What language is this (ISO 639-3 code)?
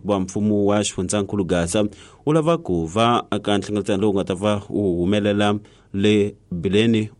tso